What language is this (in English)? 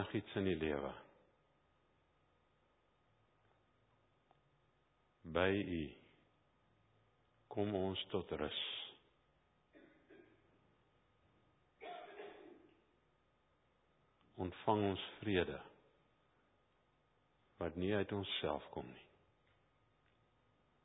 Afrikaans